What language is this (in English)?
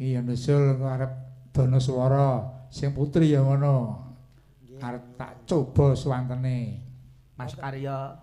Javanese